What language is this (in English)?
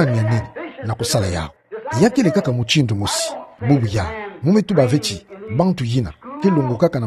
Kituba (Democratic Republic of Congo)